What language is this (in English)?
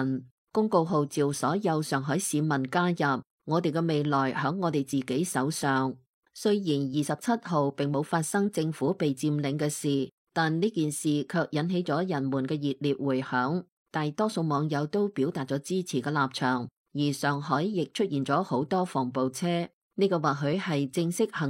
Cantonese